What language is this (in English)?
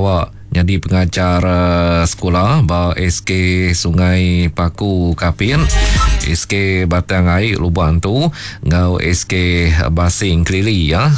Iban